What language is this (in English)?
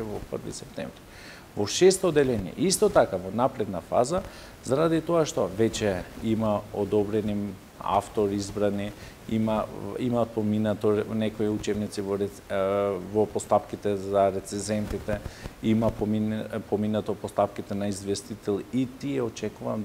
Macedonian